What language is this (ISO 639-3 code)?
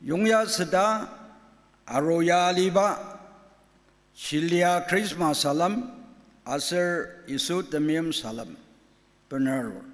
njo